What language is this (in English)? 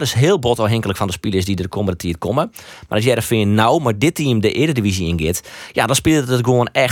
Western Frisian